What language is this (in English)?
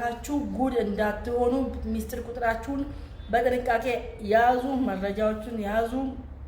Amharic